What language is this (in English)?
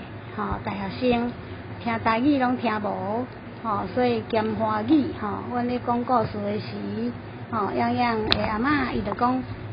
Min Nan Chinese